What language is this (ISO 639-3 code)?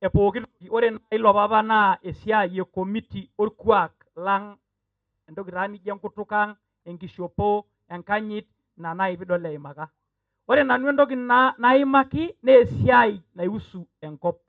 mas